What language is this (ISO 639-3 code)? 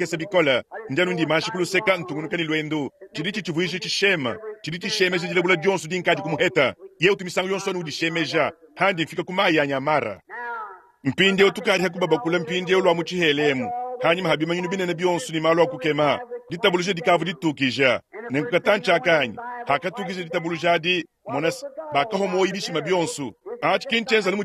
lua